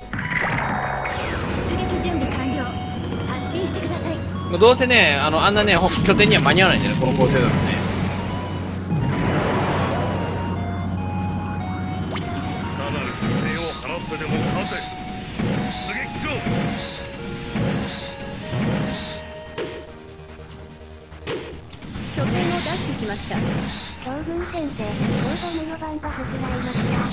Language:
Japanese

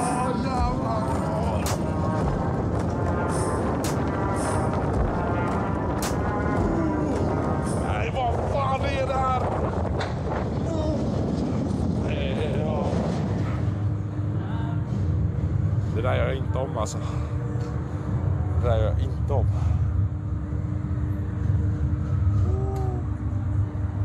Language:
Swedish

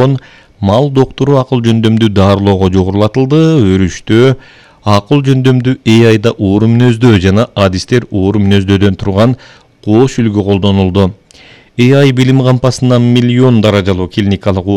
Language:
Kyrgyz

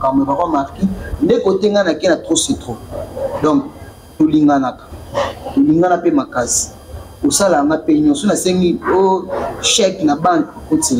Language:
Lingala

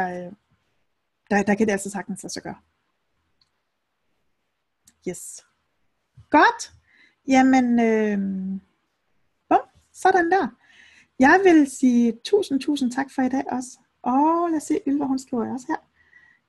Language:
Danish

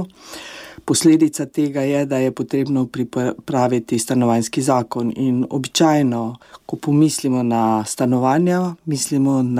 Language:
Slovenian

